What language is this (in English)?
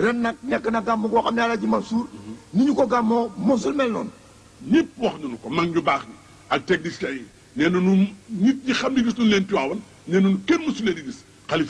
Wolof